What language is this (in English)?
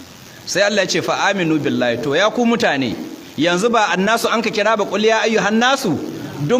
Hausa